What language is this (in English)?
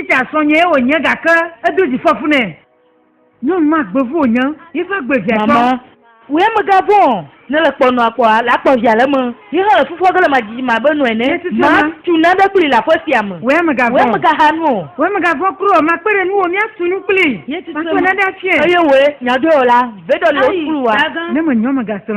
Ewe